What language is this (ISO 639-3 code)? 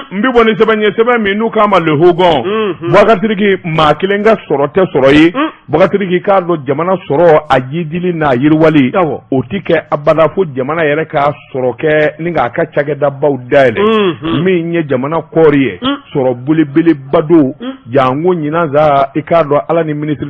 bam